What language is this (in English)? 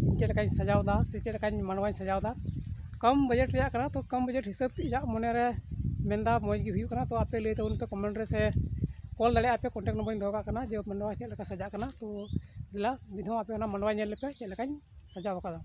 Santali